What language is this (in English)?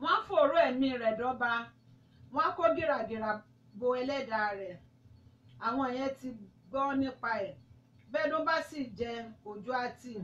Yoruba